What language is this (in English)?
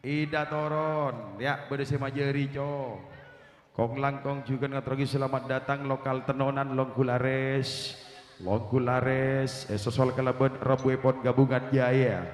Madurese